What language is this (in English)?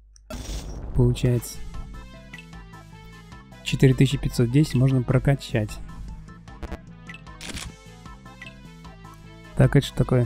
Russian